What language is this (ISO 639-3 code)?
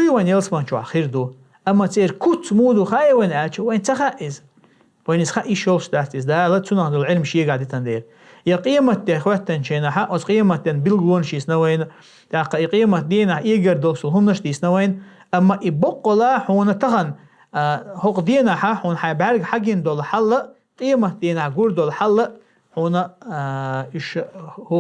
che